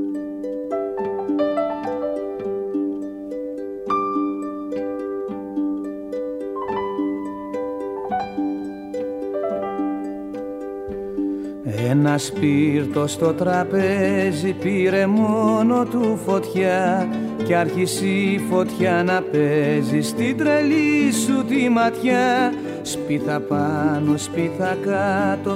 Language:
Greek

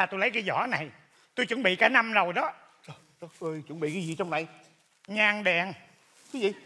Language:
Vietnamese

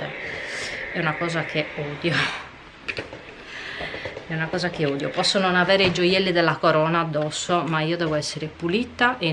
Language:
Italian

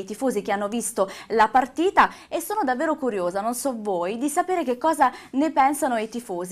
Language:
Italian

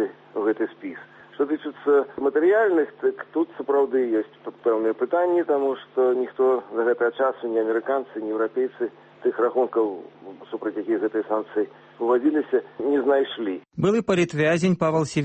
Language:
Belarusian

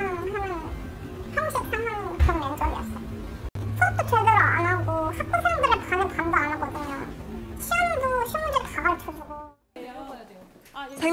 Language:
Korean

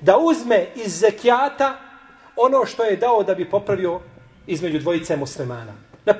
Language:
Bosnian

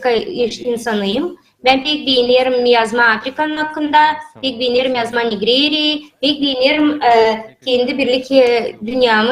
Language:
Gagauz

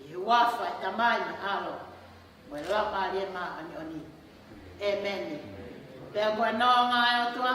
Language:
Tongan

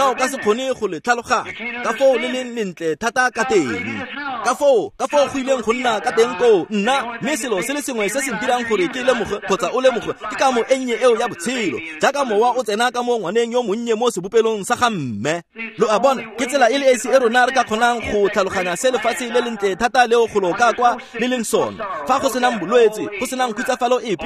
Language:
Tswana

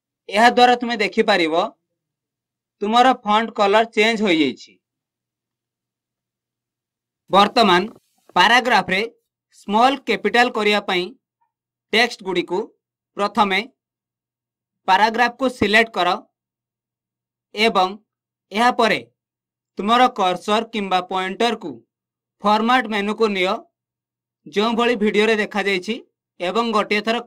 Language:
Odia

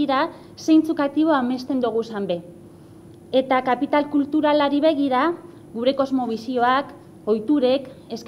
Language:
Basque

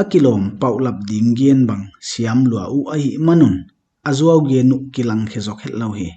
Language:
Paite Chin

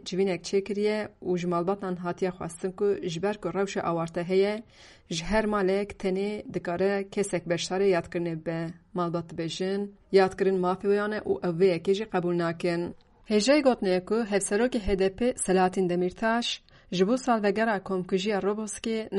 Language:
Kurdish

